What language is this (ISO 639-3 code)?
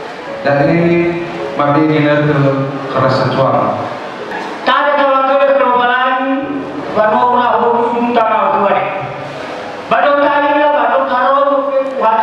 nia